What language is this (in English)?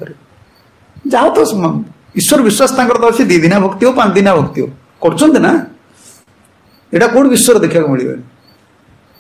Odia